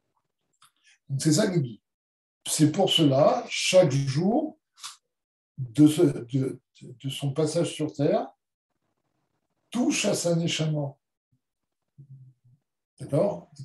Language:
French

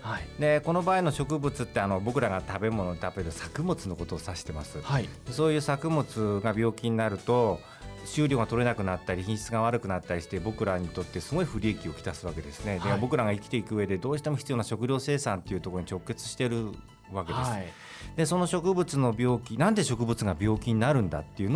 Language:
Japanese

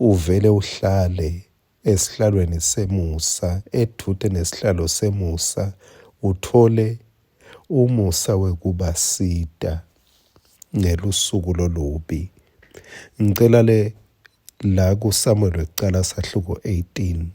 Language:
Swati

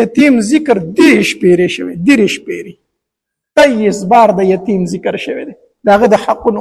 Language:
Pashto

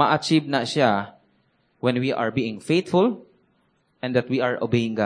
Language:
Cebuano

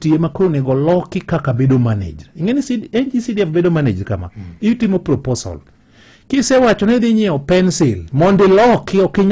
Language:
Luo (Kenya and Tanzania)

